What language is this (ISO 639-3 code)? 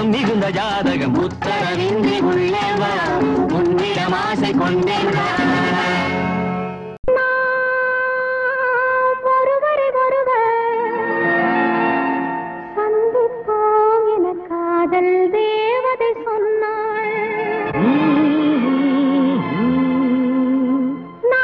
tam